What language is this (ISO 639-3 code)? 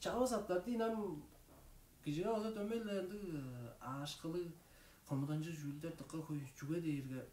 tyv